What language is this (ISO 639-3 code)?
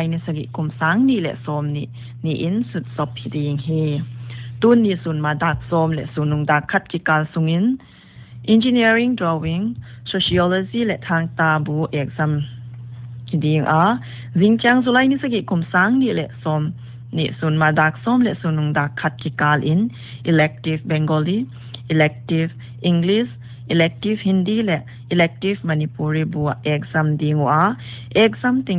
pck